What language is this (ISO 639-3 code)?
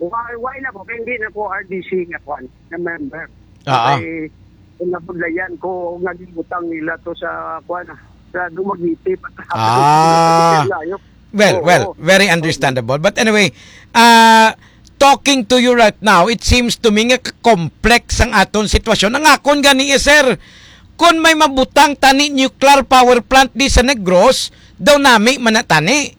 hil